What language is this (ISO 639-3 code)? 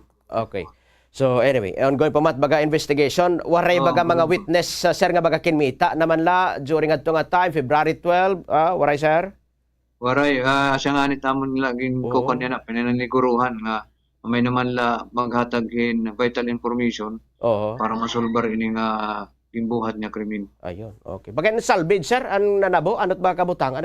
war